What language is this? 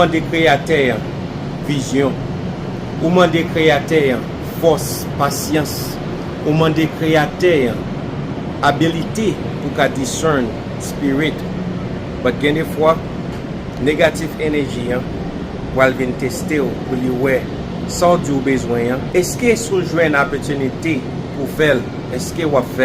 Haitian Creole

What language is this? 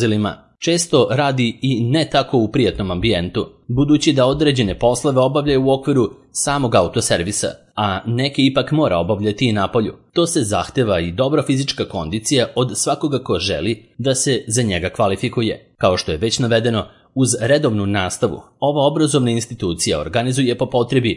Serbian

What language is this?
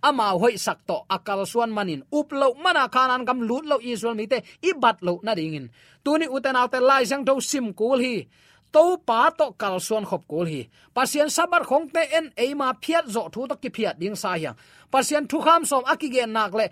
Tedim Chin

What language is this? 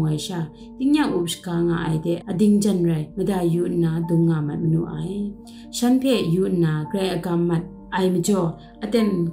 Kachin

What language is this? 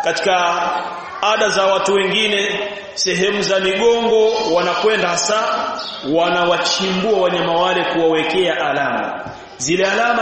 Swahili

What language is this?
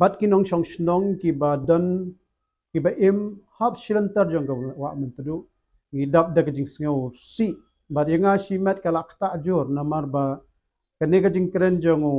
Khasi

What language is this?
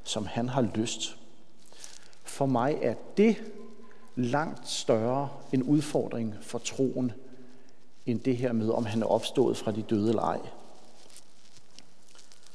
Danish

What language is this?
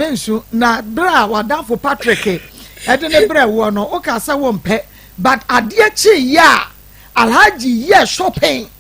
Akan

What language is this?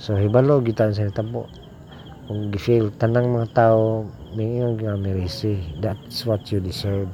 Cebuano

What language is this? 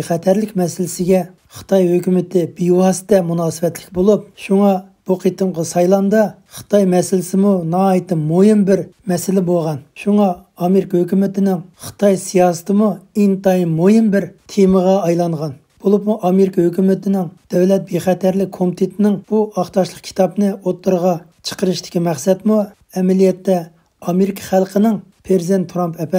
Uyghur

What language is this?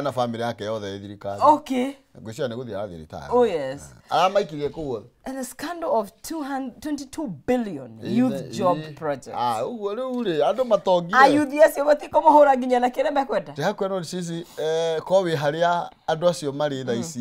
Kikuyu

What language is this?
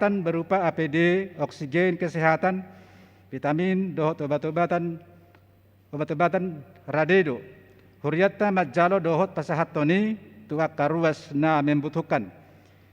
Batak Toba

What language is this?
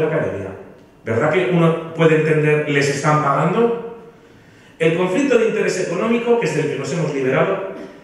Spanish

